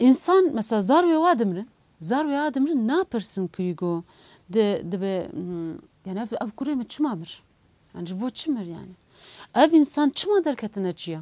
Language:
Kurdish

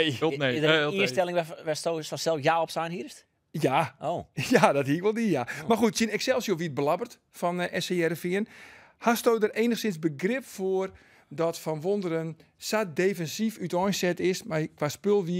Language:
Western Frisian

